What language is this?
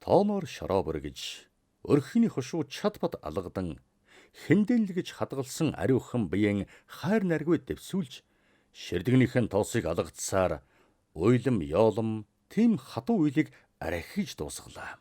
Mongolian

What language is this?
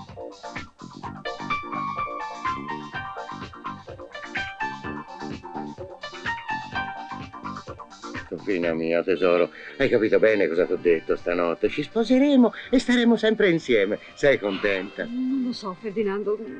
Italian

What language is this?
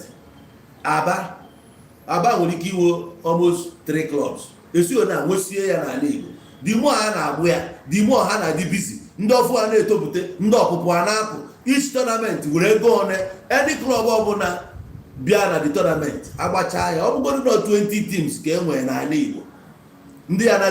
Igbo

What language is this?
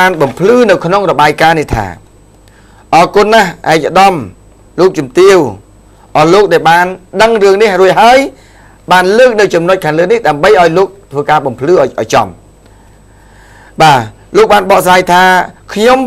Khmer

